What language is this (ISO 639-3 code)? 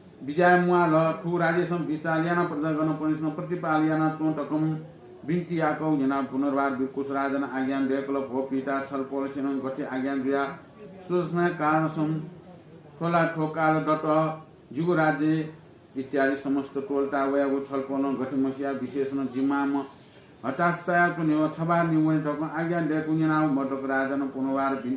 new